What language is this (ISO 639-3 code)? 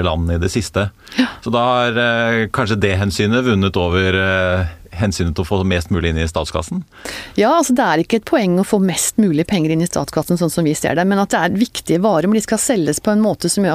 nor